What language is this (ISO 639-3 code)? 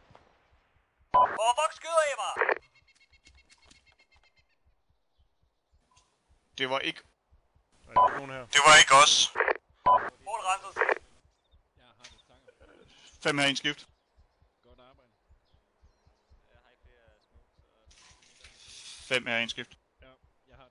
dan